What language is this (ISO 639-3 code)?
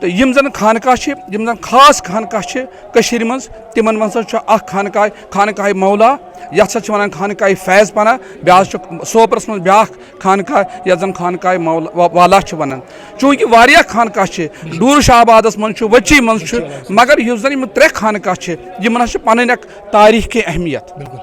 kas